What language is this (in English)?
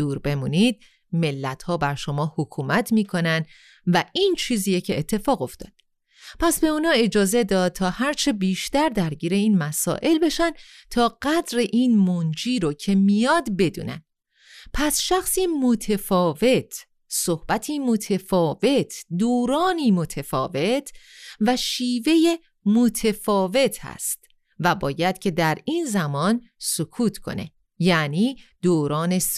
Persian